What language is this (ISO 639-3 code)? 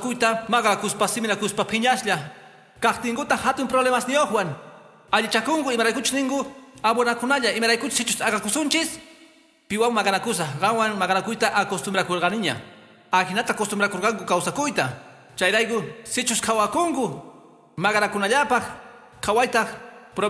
que